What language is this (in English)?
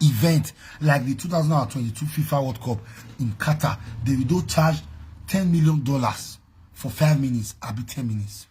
Nigerian Pidgin